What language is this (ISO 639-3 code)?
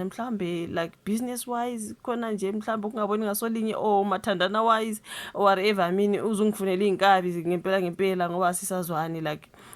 zul